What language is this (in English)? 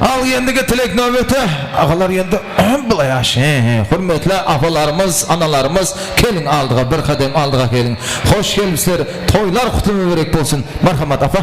Kara-Kalpak